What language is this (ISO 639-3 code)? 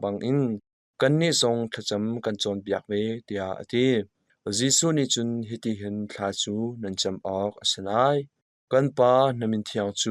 cnh